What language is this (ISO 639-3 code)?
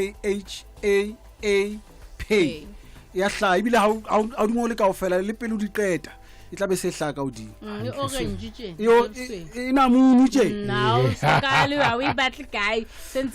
sot